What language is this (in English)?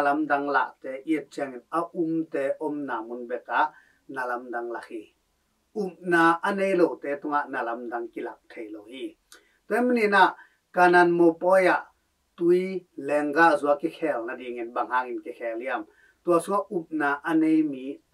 Tedim Chin